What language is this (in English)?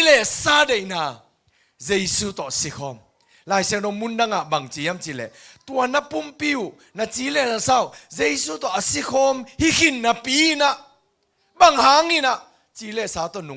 Tedim Chin